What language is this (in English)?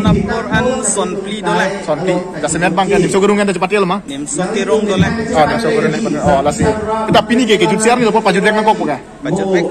Karbi